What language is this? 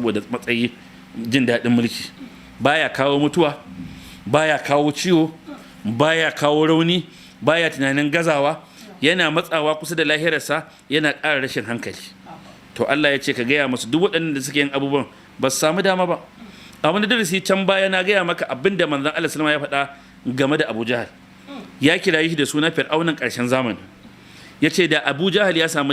Hausa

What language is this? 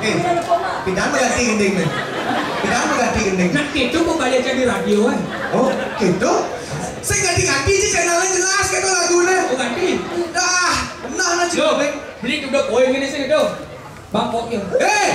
Balinese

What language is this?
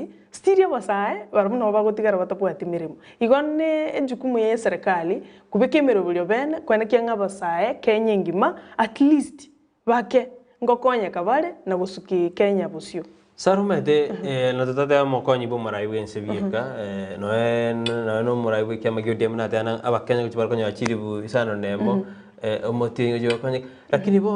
Gusii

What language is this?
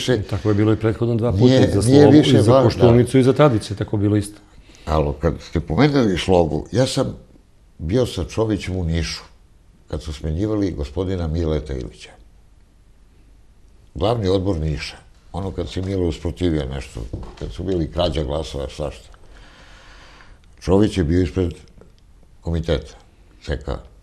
Serbian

